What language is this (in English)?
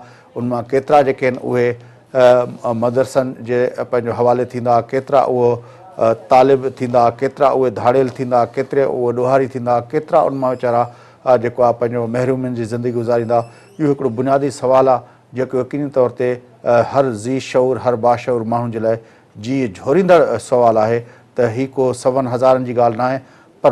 Sindhi